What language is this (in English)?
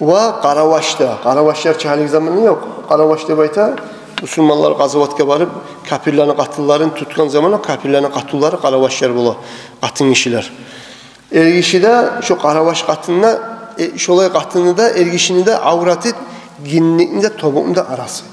Kumyk